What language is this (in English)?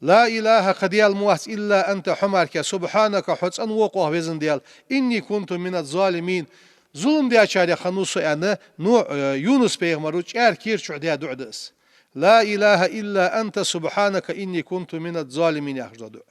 Ingush